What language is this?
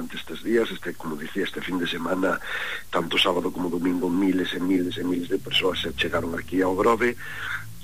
Galician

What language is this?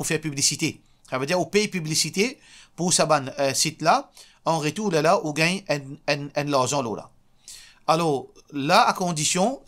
Morisyen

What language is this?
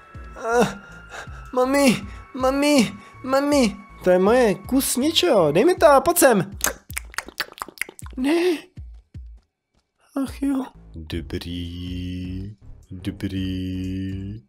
Czech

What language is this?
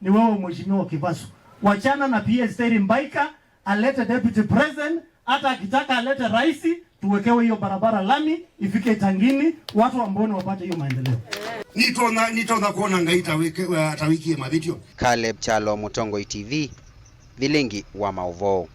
Kamba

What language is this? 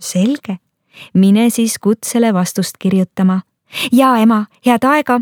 Estonian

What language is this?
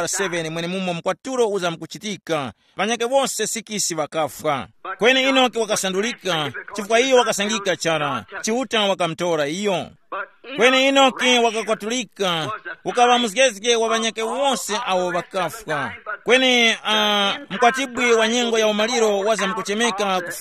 Tumbuka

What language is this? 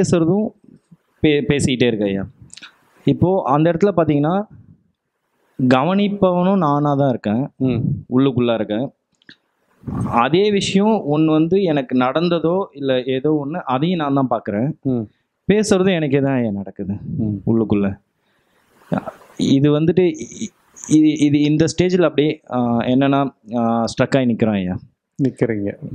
Tamil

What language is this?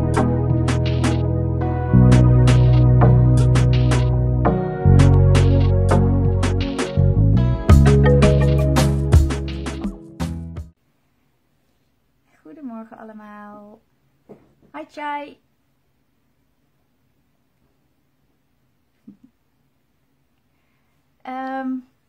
Dutch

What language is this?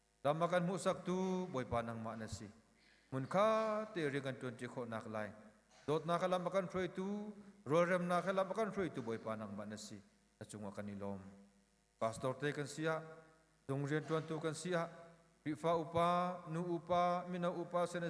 Hakha Chin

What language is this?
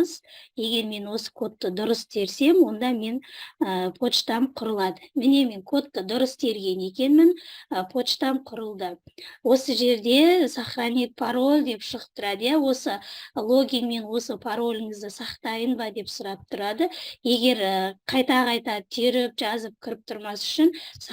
Kazakh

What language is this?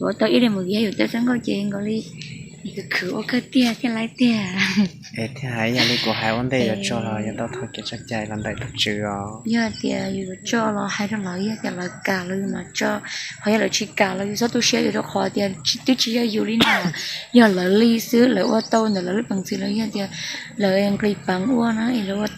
Hmong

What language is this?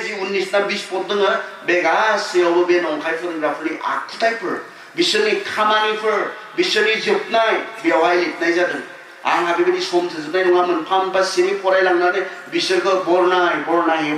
Bodo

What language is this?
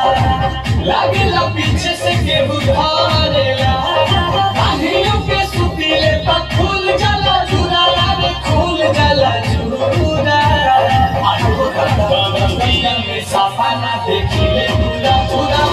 Bhojpuri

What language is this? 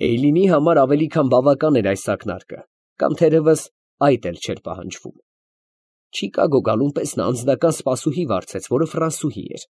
Armenian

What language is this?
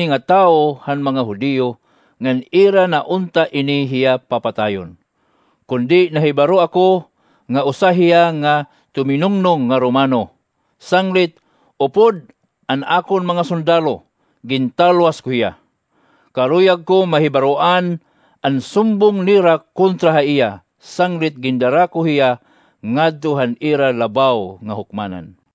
Waray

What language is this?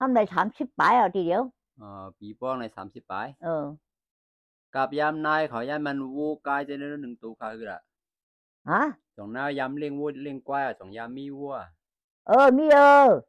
Shan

